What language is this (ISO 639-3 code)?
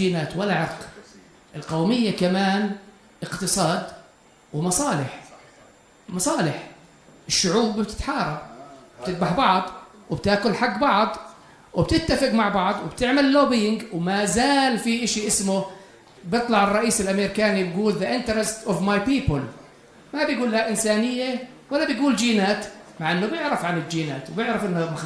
apc